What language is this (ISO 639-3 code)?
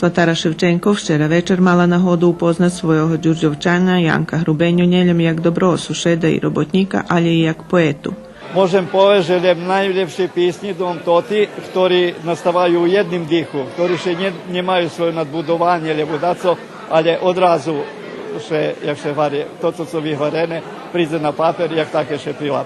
rue